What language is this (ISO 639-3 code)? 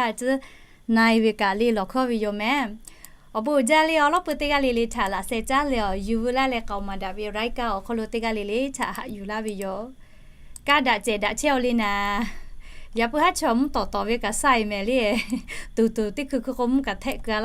lhu